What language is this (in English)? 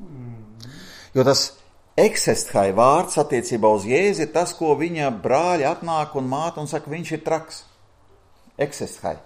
Latvian